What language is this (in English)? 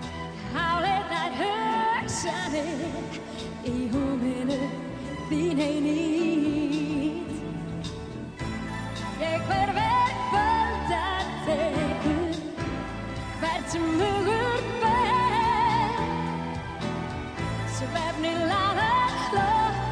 Icelandic